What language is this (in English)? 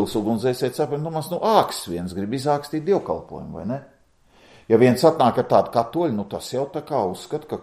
Latvian